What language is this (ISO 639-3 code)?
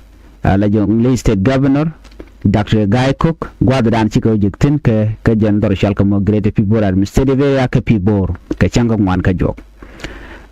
nus